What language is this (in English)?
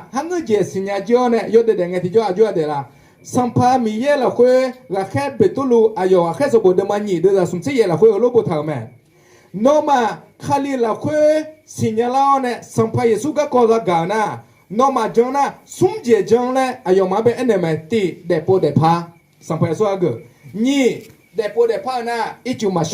Akha